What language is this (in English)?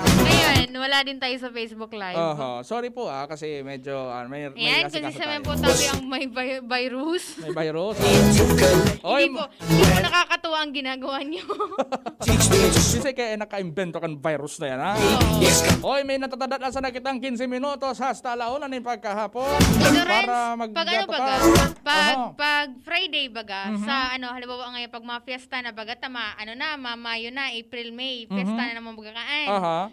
Bikol